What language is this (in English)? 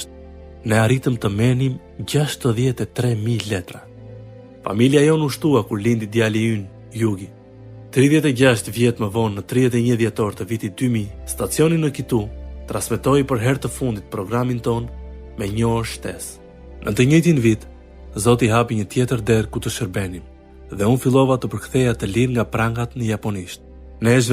Albanian